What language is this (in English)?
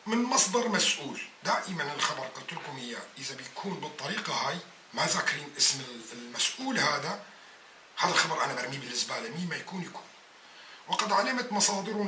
North Levantine Arabic